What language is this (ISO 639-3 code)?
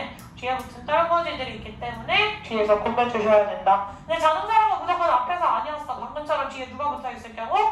kor